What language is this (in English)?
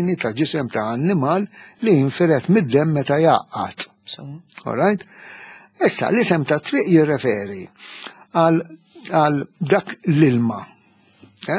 Maltese